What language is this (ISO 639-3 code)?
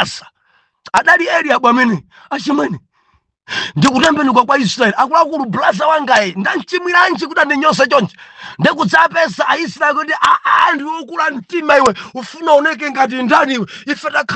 nya